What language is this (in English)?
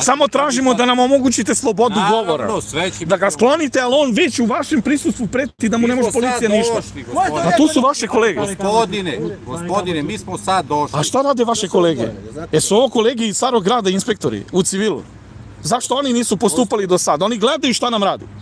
Serbian